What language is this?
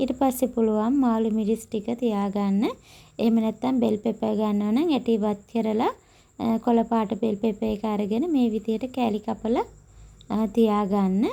Sinhala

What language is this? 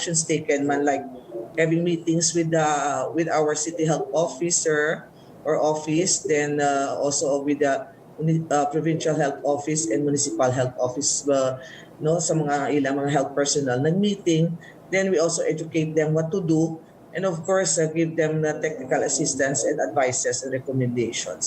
Hiligaynon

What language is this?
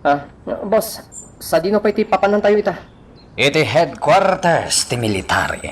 Iloko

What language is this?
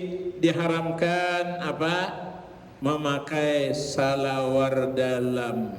Banjar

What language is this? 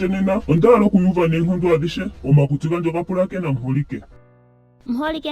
Ndonga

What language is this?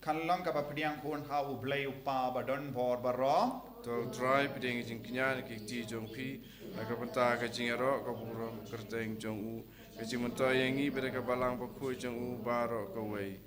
Khasi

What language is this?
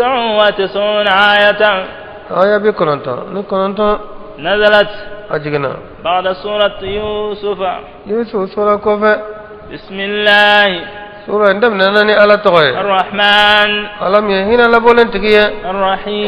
Bambara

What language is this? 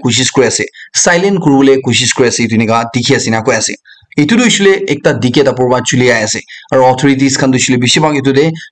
Naga Pidgin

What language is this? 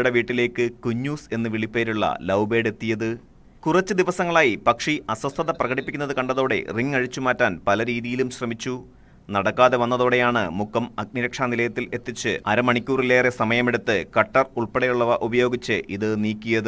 Malayalam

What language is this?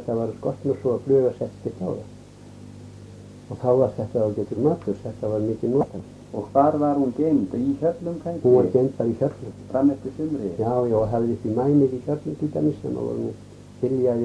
Icelandic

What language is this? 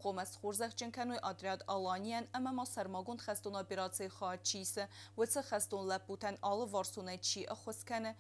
Ossetic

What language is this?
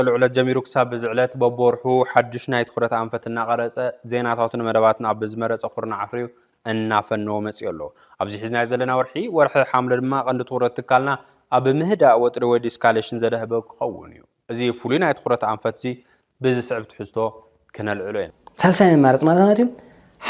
Tigrinya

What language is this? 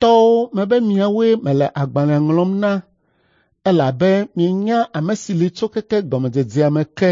Ewe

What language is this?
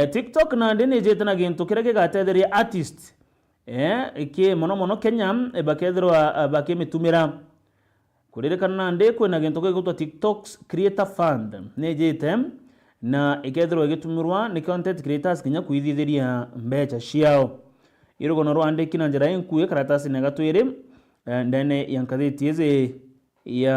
Meru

